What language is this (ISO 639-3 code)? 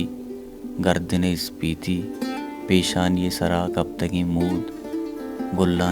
bal